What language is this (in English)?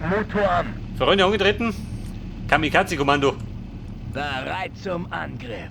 Bavarian